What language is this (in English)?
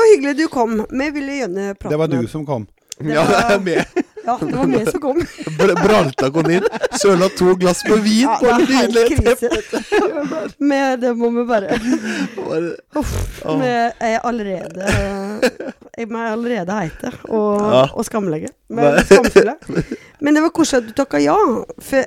Norwegian